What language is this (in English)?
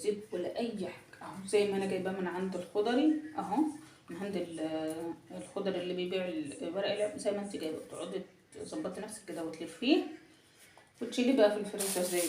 Egyptian Arabic